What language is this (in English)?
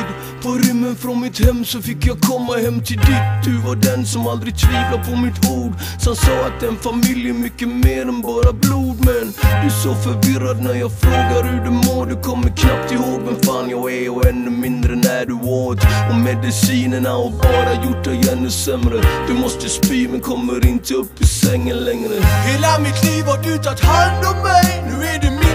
Swedish